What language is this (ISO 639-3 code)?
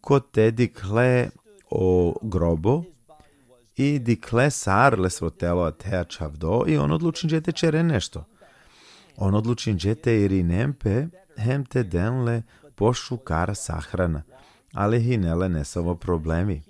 rmn